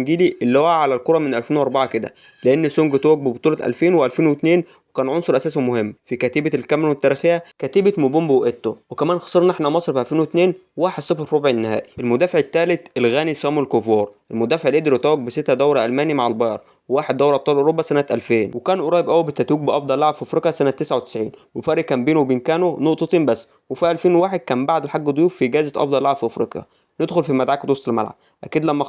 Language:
Egyptian Arabic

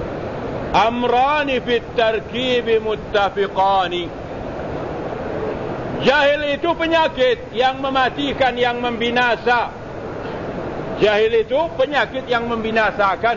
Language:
Malay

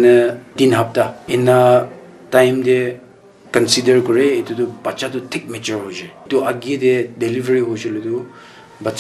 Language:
Naga Pidgin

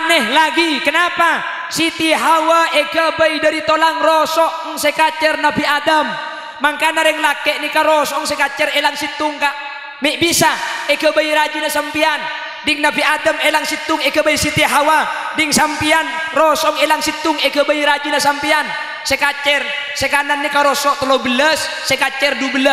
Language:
Madurese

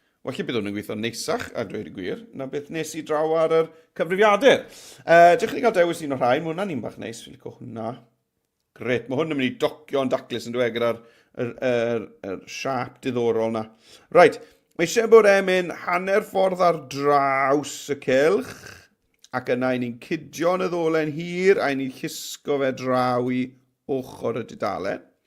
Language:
Welsh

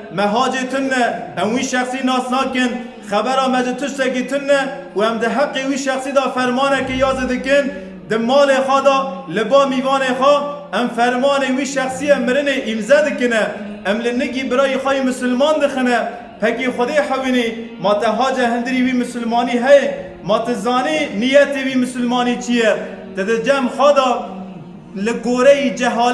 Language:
Kurdish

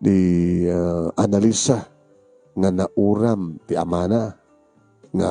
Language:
Iloko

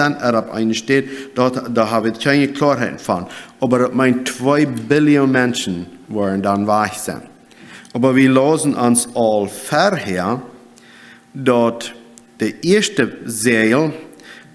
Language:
Plautdietsch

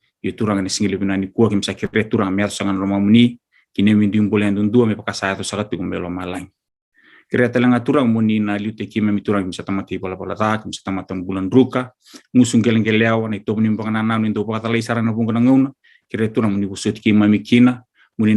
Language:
Fijian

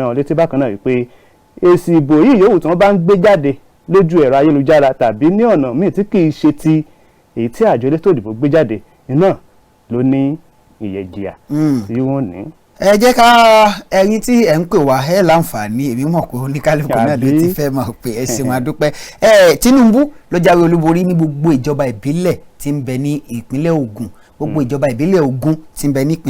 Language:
Yoruba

